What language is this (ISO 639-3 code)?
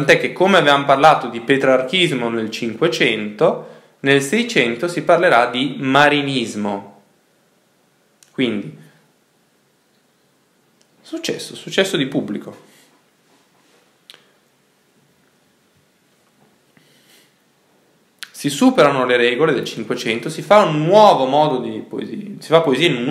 ita